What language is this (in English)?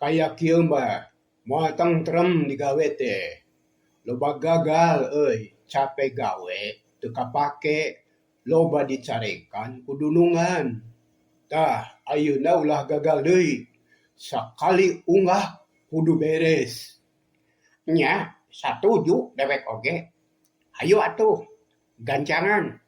Sundanese